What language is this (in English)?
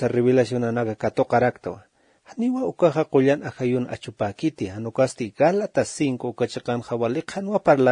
Aymara